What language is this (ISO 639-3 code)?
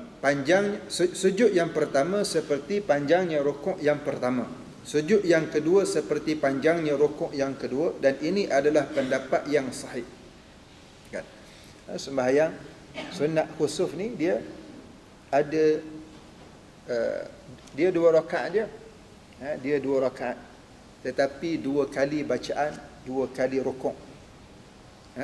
msa